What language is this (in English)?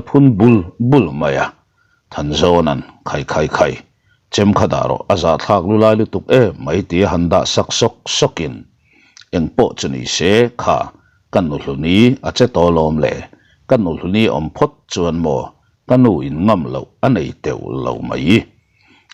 Mizo